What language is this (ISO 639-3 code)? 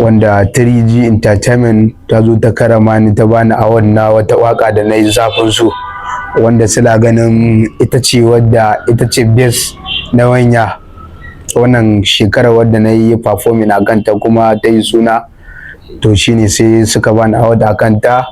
hau